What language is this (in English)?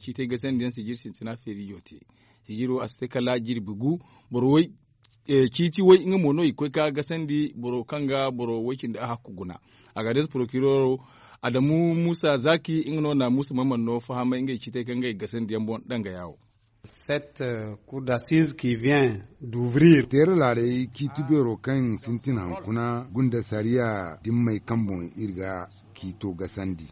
Zarma